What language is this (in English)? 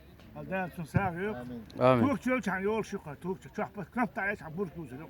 Chechen